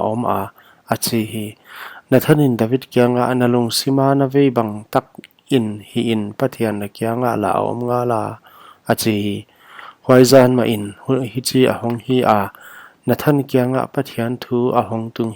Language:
Paite Chin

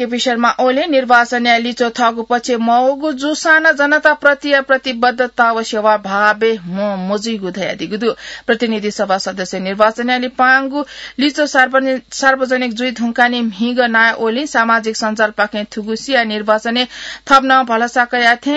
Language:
Newari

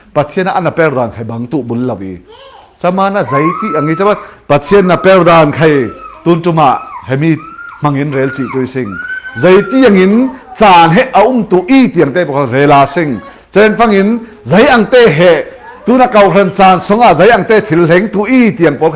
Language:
Falam Chin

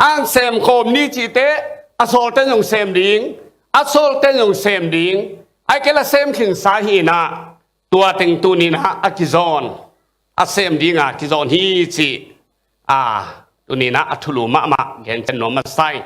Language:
Tedim Chin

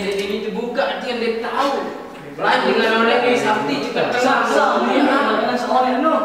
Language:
Sasak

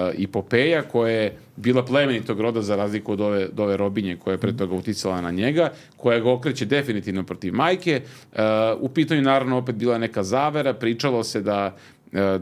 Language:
Serbian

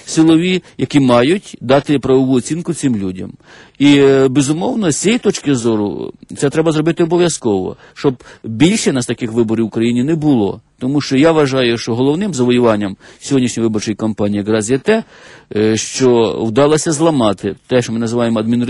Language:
Ukrainian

